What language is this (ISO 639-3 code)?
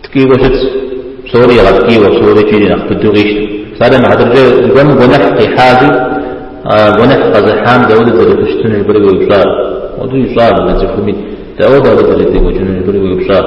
kbd